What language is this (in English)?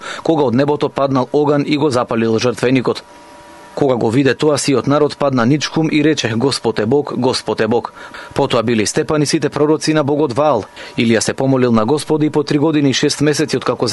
Macedonian